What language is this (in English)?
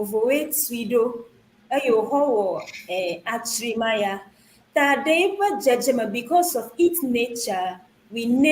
Ewe